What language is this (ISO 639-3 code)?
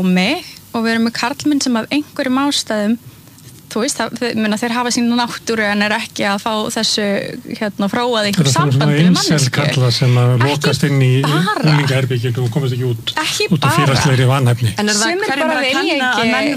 isl